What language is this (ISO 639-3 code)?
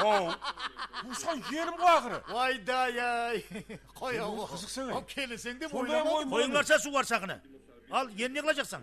kaa